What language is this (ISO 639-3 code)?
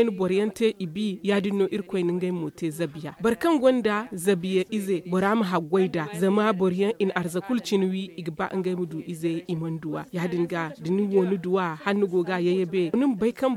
dje